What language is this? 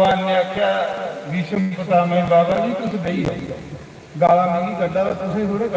Dogri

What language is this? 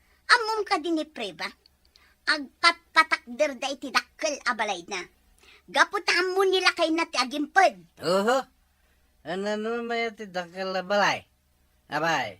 Iloko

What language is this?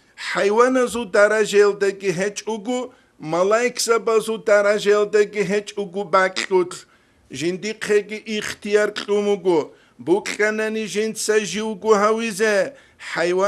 Avaric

